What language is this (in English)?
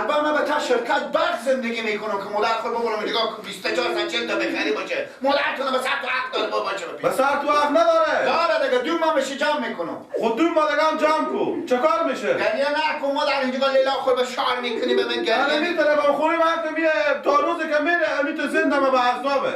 Persian